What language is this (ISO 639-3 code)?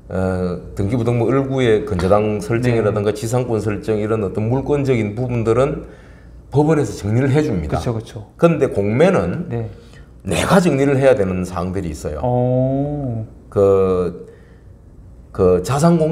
kor